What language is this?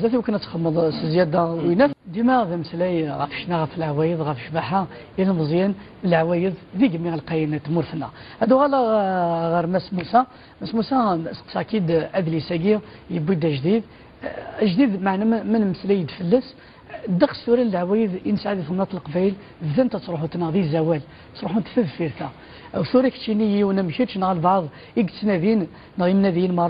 Kabyle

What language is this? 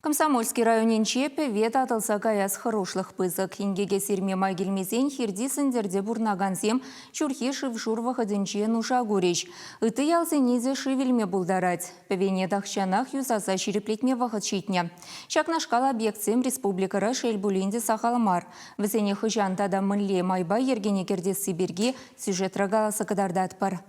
Chuvash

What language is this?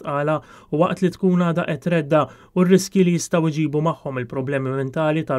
Maltese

